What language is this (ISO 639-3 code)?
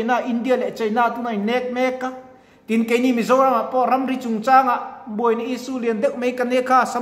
lus